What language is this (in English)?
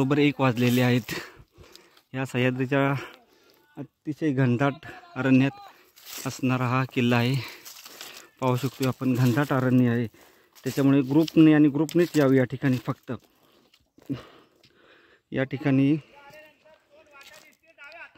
Marathi